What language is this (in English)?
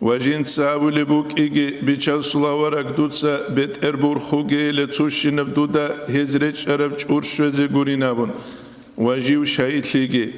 Avaric